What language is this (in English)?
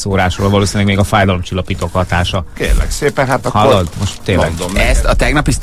Hungarian